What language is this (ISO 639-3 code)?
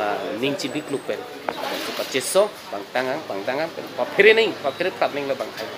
mjw